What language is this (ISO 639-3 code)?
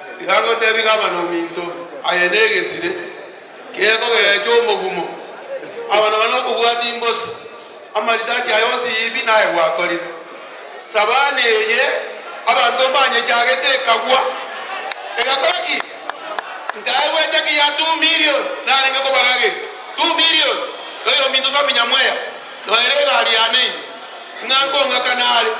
guz